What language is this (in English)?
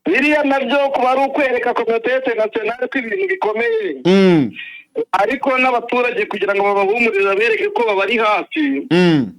Kinyarwanda